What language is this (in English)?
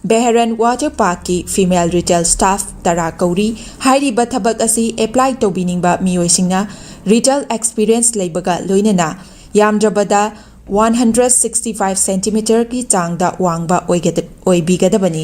Manipuri